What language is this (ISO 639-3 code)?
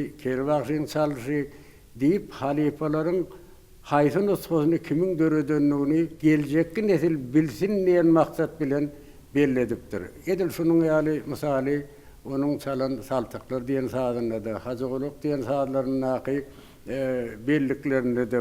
tuk